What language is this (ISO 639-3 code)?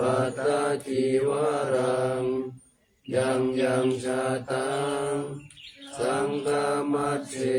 pli